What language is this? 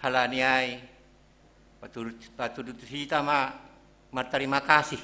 Batak Simalungun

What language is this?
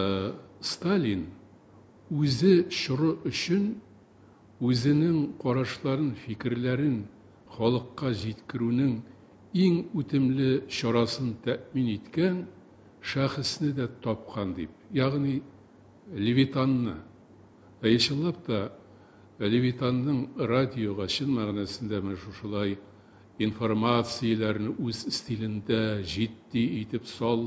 Tatar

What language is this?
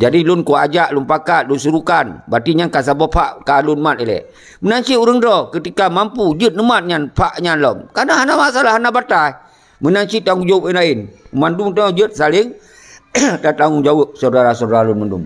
Achinese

